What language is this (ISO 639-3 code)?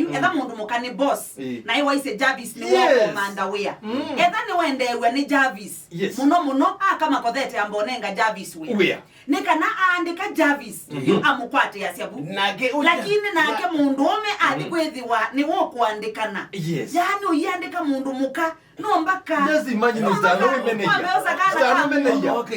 kam